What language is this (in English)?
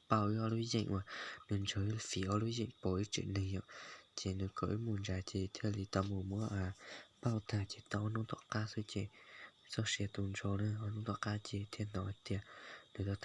Hmong